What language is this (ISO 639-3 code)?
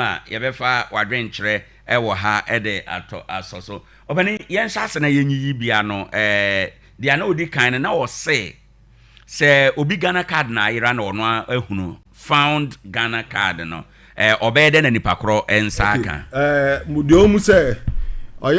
aka